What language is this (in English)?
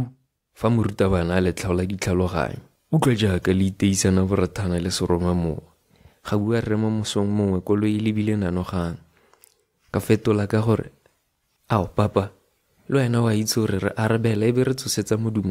Tswana